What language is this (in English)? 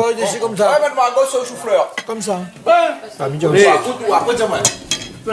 Réunion Creole French